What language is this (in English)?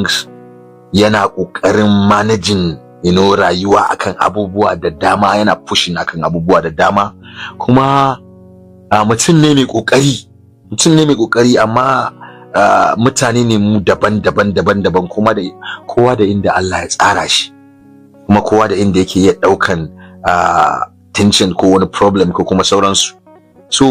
Hausa